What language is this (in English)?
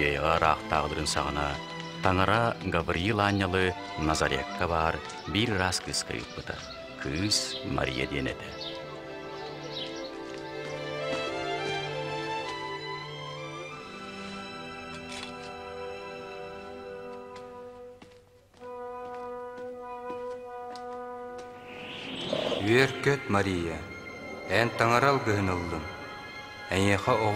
Yakut